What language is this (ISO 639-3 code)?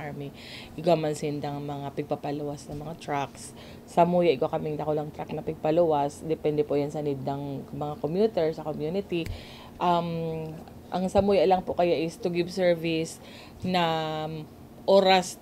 bik